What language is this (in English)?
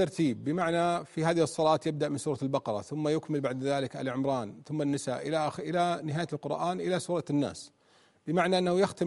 Arabic